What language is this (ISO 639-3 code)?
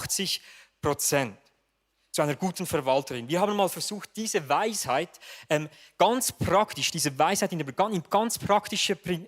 gsw